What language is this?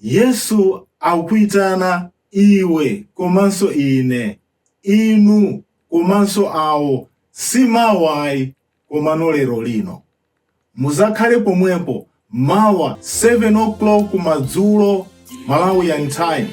Nyanja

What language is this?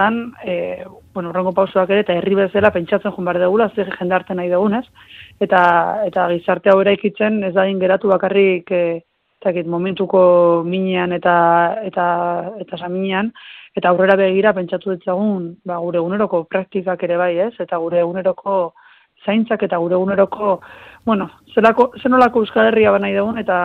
Basque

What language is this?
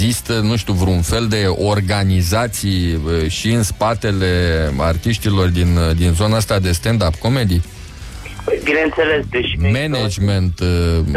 Romanian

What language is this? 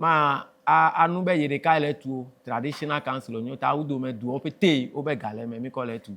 Ewe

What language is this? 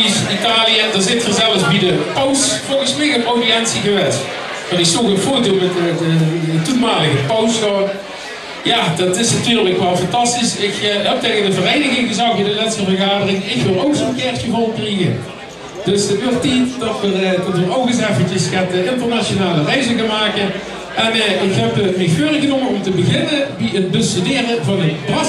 Limburgish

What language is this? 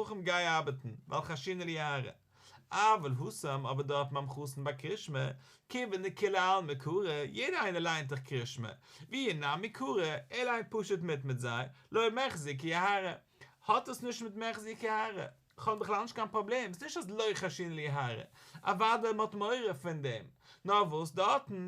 Yiddish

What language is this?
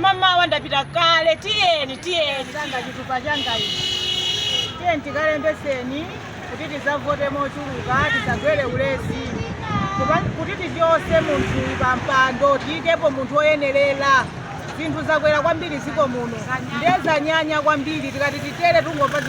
Nyanja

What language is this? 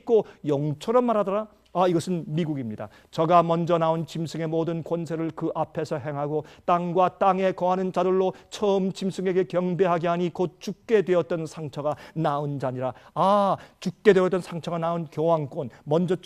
Korean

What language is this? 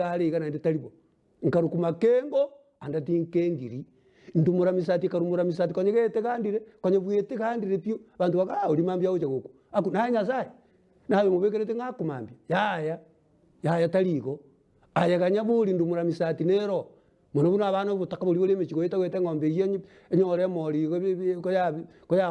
Gusii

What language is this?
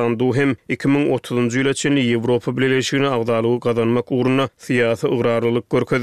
Turkmen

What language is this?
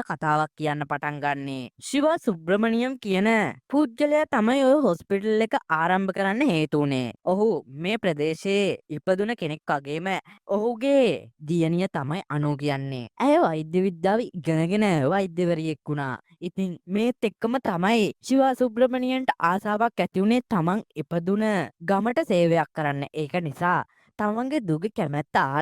Sinhala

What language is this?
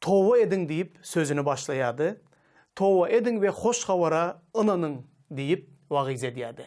Turkmen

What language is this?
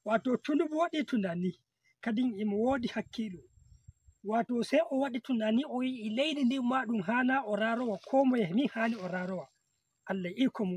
Nigerian Fulfulde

